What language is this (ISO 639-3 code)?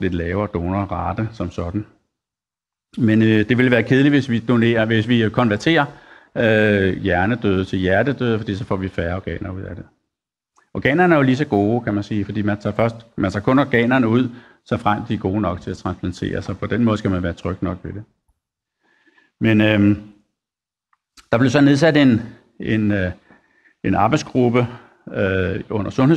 dan